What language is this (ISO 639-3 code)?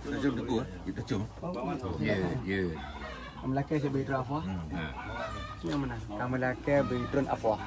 ace